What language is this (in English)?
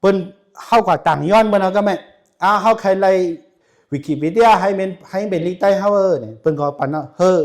Shan